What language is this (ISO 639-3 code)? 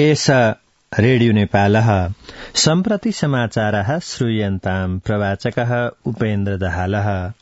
san